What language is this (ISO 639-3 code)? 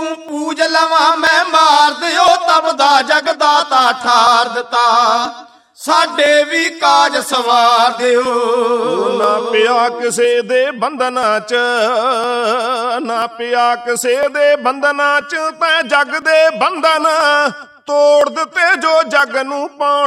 pan